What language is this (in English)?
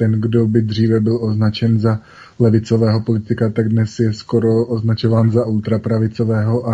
Czech